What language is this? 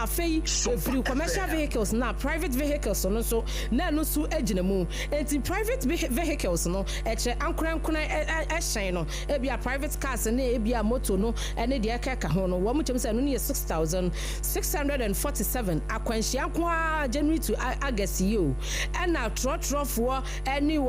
Akan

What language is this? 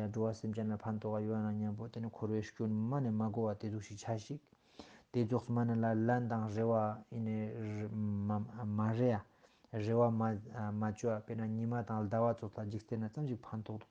Ladakhi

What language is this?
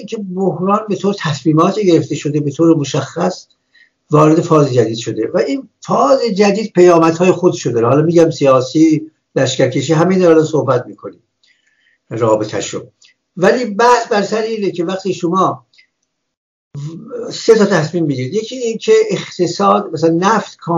Persian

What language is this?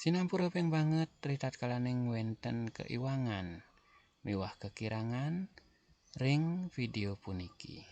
Balinese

